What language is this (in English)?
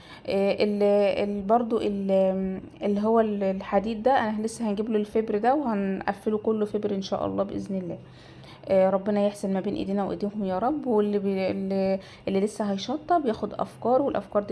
Egyptian Arabic